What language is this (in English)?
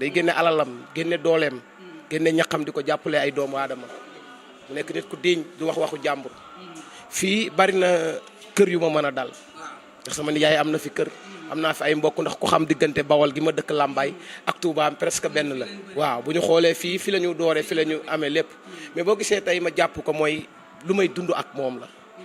Wolof